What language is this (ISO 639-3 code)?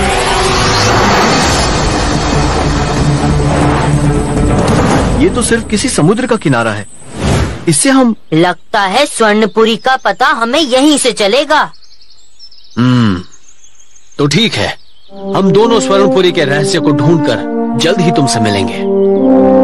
hin